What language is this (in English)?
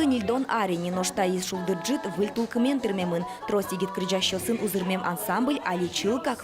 Udmurt